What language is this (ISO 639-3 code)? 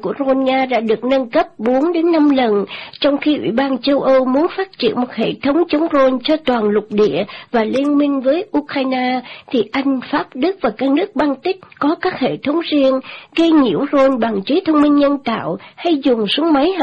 vie